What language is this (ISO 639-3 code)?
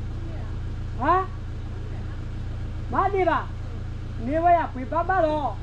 ksw